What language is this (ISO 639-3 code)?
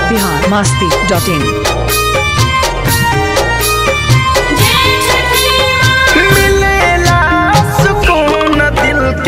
bho